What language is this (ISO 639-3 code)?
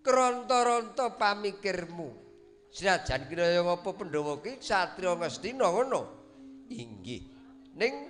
jav